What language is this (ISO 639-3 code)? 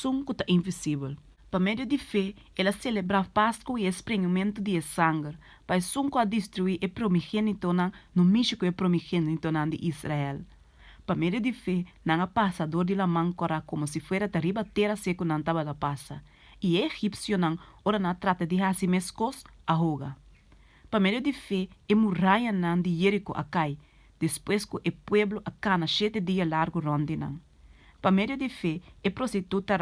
pap